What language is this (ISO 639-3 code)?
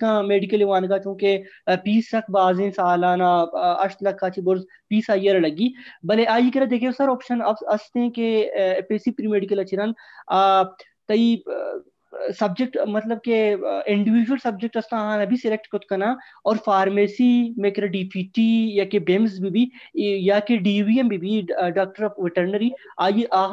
bal